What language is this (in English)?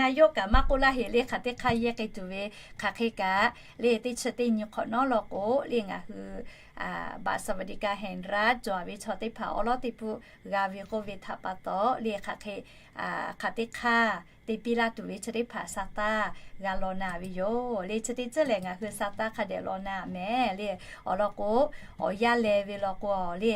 Lahu